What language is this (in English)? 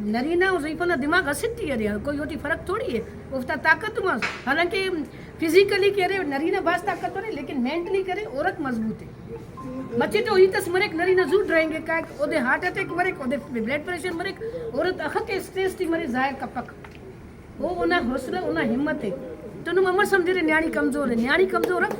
Brahui